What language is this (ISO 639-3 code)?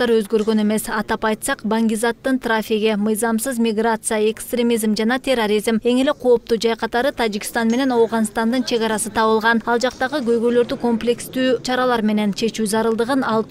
kir